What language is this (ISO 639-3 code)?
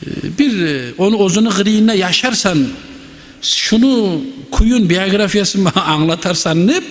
kum